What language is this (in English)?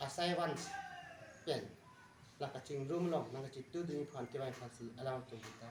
Karbi